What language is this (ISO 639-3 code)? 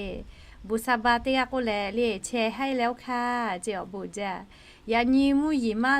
lhu